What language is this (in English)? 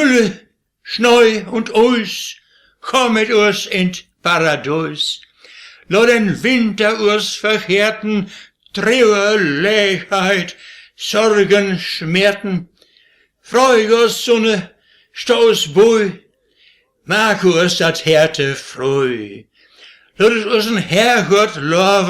Westphalien